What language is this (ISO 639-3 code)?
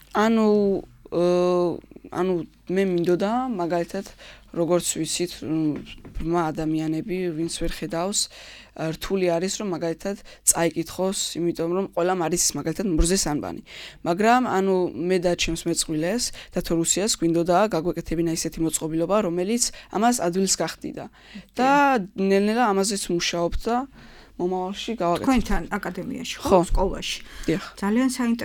kat